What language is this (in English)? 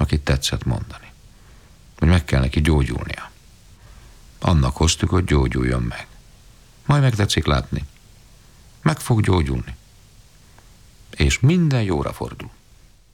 Hungarian